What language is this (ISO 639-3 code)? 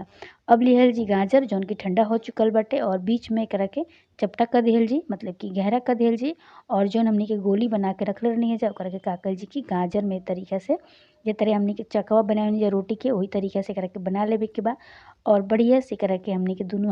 bho